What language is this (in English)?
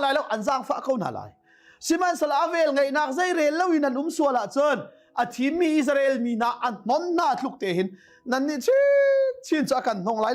Hakha Chin